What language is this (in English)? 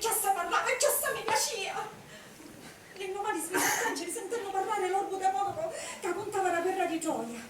Sicilian